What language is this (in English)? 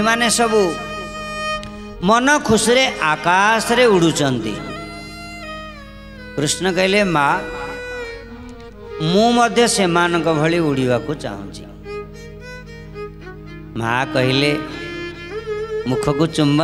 Odia